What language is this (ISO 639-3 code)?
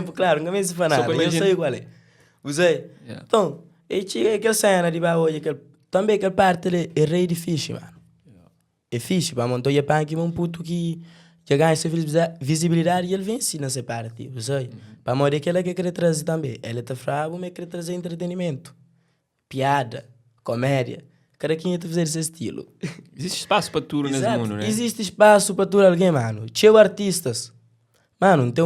kea